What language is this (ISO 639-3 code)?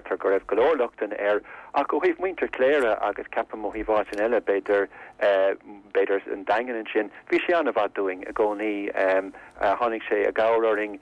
gle